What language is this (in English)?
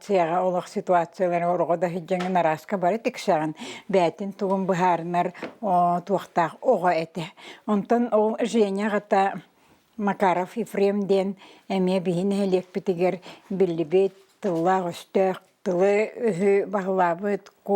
Yakut